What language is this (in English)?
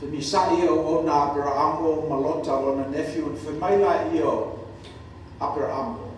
Samoan